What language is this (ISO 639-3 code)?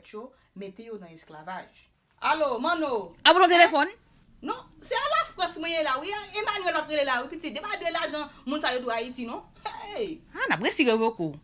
hat